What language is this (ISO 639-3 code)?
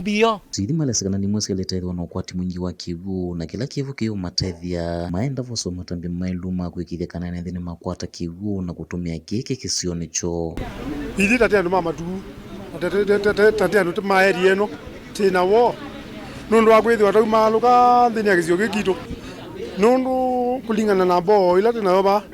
kam